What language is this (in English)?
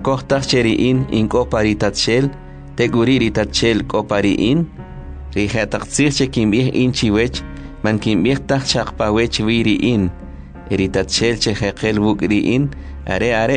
Kʼicheʼ